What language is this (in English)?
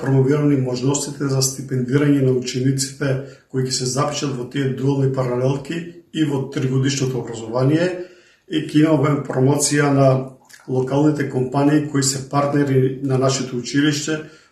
Macedonian